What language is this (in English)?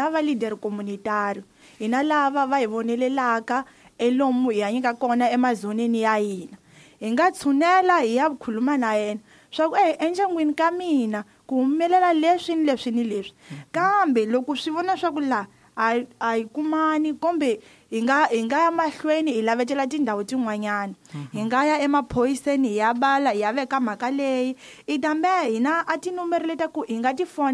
Tsonga